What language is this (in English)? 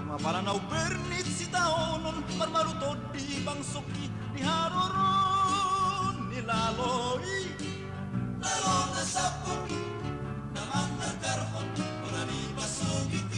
Batak Toba